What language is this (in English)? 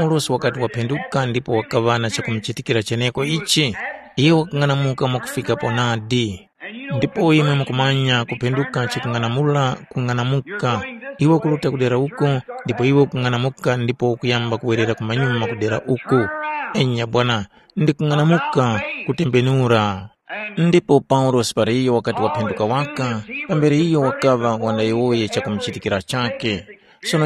Tumbuka